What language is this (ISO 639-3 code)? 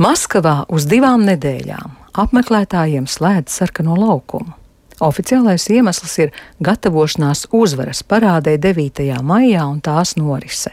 lav